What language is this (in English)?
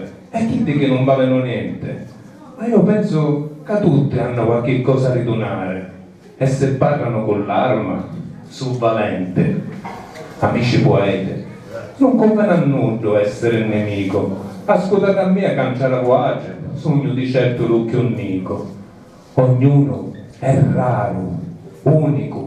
Sicilian